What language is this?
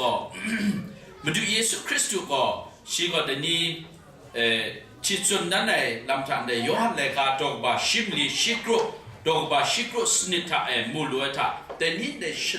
Kachin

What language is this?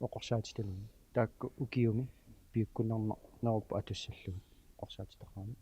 Kalaallisut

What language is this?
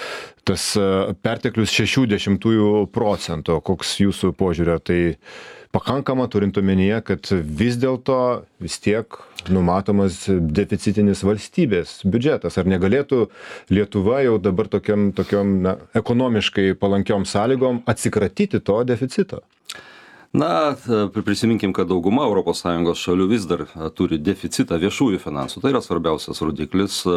Lithuanian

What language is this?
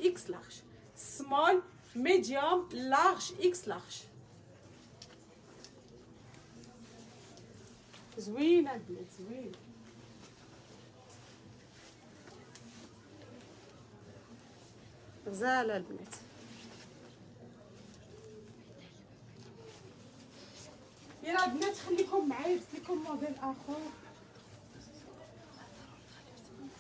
Moroccan Arabic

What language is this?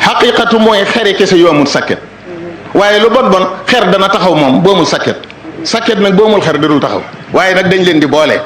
Wolof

